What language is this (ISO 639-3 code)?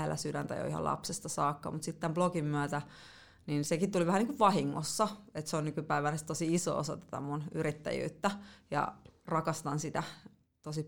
fin